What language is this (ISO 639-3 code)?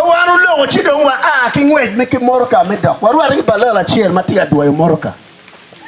ach